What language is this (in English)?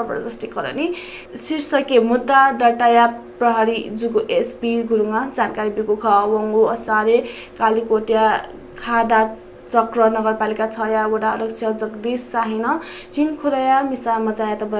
Newari